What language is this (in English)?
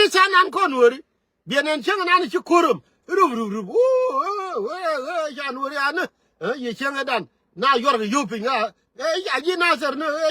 Nuer